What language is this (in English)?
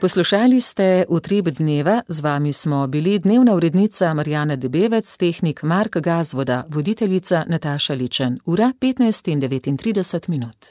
Slovenian